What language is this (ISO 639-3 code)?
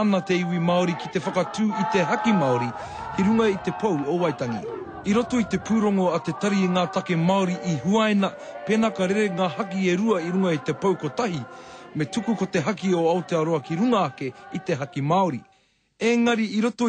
mri